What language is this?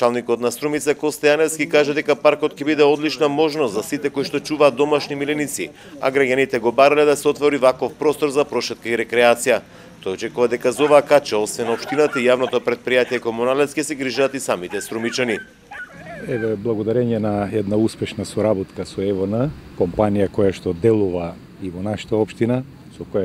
Macedonian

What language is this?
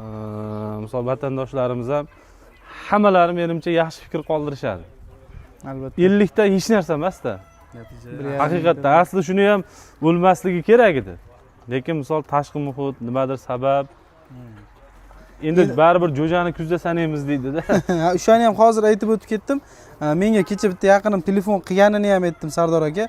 Uzbek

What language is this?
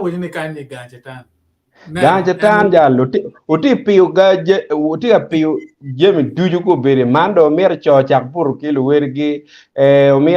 Acoli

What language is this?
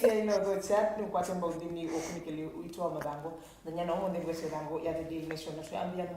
Kamba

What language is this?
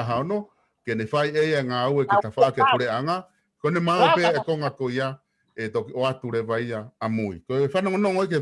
Tongan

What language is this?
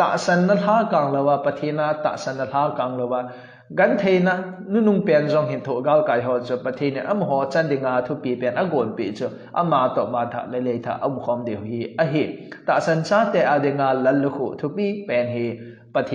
Thado Chin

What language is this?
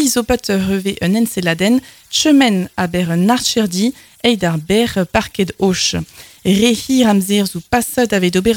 Breton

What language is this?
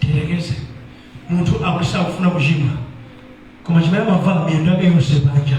Nyanja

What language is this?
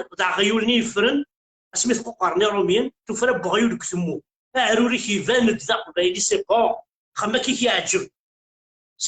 Kabyle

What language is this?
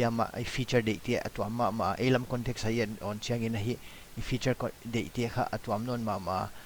Paite Chin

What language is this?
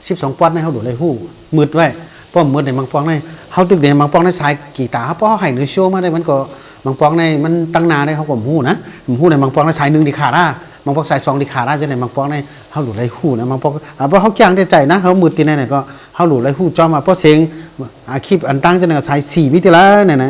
Shan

